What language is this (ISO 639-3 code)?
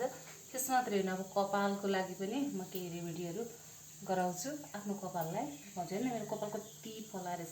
nep